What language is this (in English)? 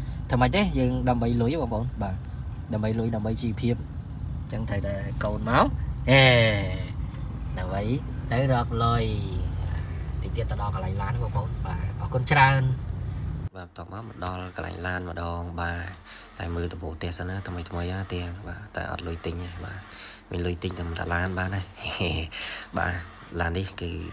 Khmer